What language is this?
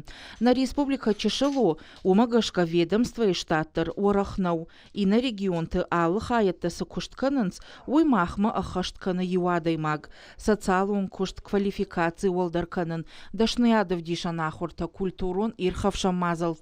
Ossetic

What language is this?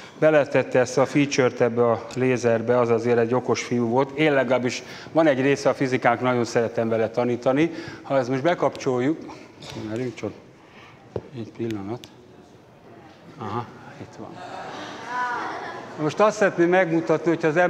Hungarian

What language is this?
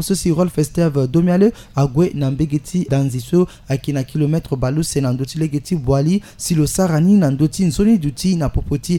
Sango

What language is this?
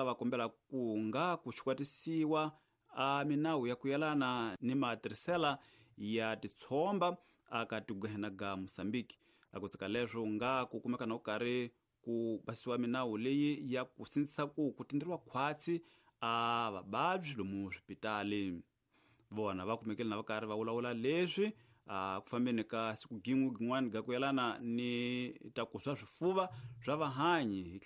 Tsonga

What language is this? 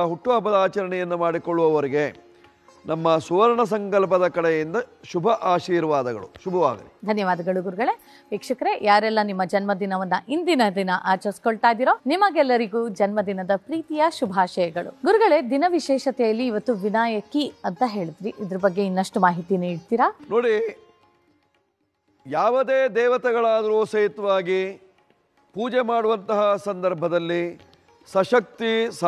Kannada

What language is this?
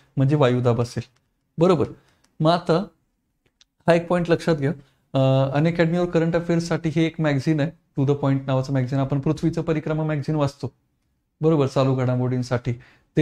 Marathi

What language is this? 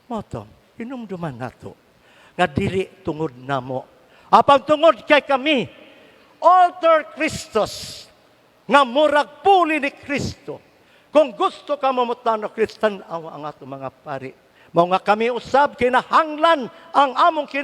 Cebuano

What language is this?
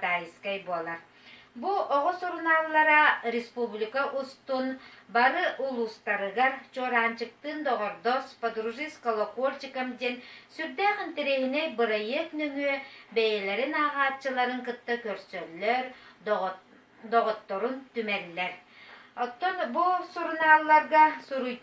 Yakut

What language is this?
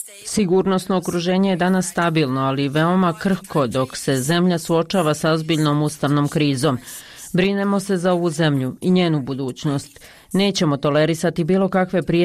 Bosnian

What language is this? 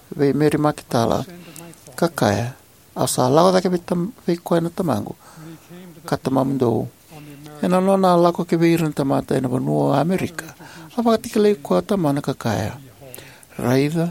Fijian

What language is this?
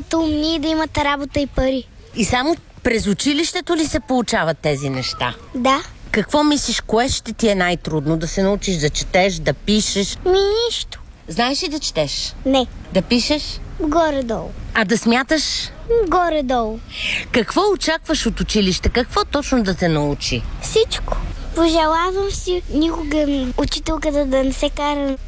Bulgarian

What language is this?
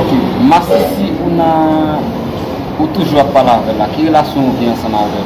Haitian Creole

